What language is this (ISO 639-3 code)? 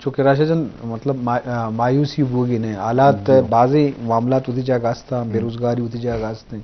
bgp